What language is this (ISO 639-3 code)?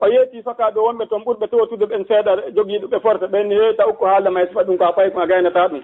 ful